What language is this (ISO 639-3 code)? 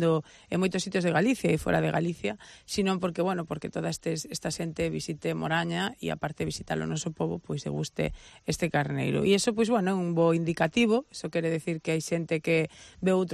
glg